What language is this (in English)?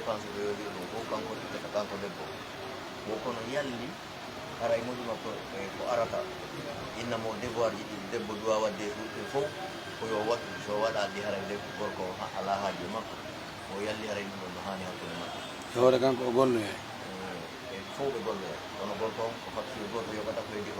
Pular